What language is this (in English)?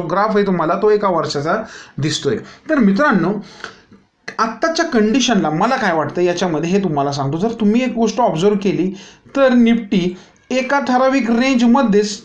Marathi